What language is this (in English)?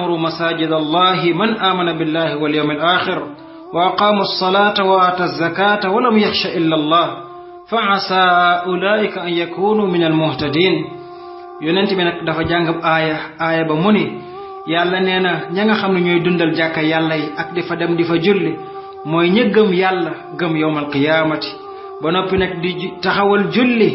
Wolof